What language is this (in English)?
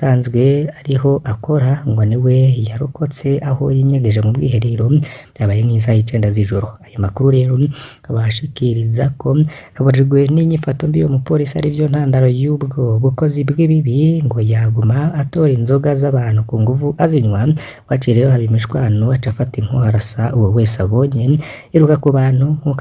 Rundi